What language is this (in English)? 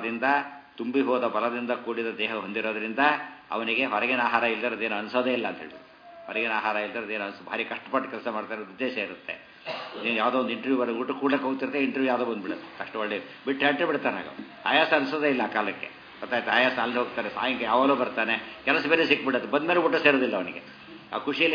Kannada